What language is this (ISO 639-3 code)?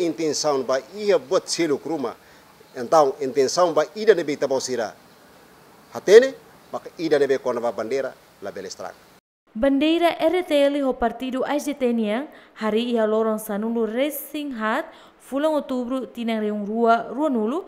tet